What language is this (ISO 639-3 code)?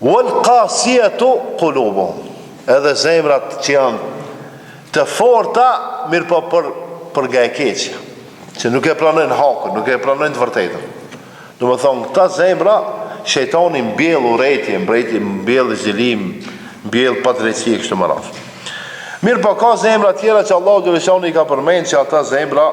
sqi